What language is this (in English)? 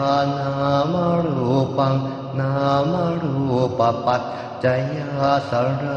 Pali